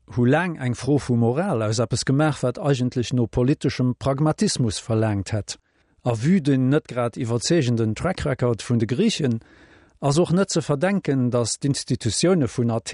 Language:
Luxembourgish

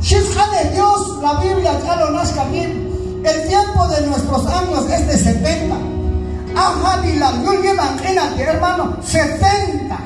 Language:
Q'anjob'al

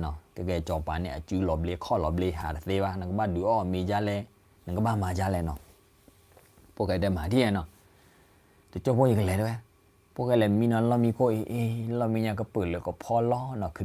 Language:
S'gaw Karen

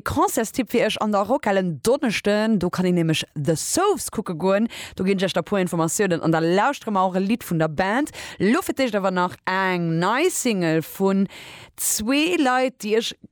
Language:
Luxembourgish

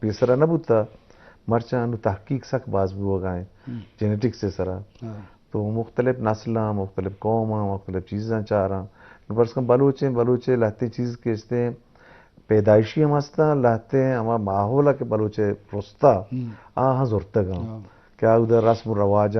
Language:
Eastern Balochi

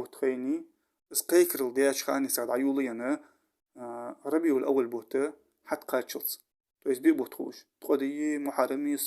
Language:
Ingush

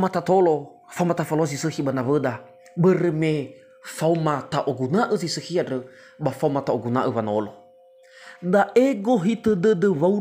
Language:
Nias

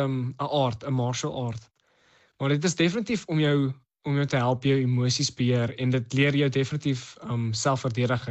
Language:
Afrikaans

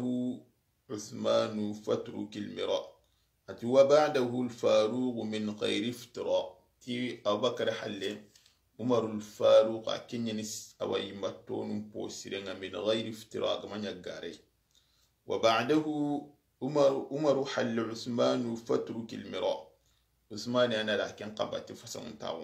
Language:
Soninke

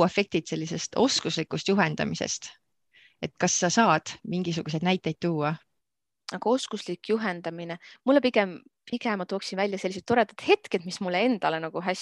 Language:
Estonian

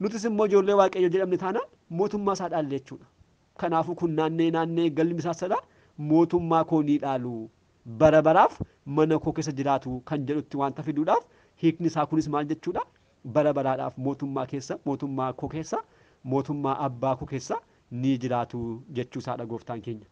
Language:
Oromo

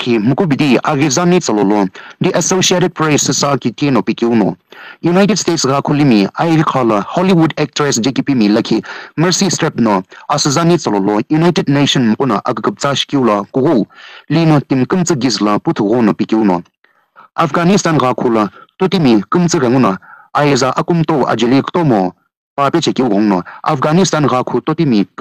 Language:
Sumi Naga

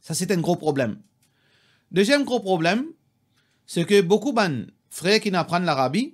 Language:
Morisyen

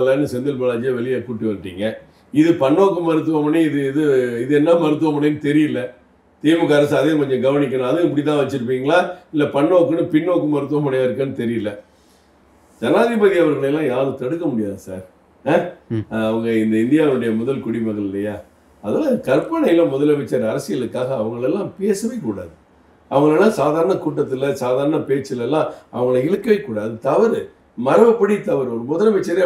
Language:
Tamil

